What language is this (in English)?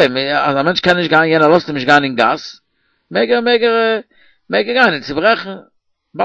Yiddish